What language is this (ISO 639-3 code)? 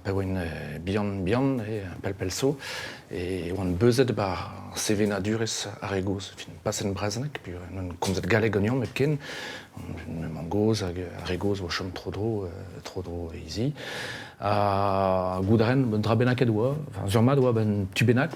bre